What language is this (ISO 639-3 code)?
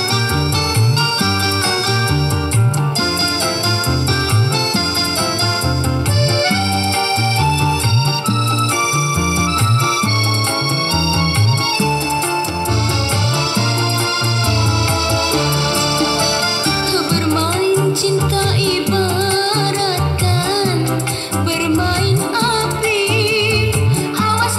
msa